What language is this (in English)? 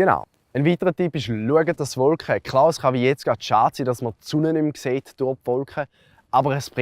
Swiss German